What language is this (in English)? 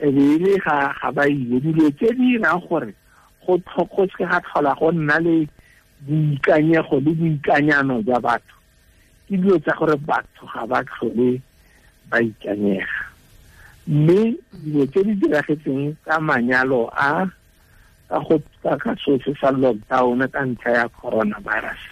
Tswana